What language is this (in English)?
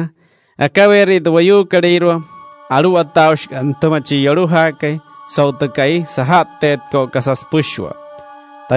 Wayuu